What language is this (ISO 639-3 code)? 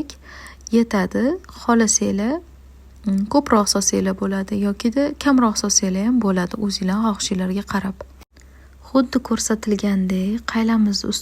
uzb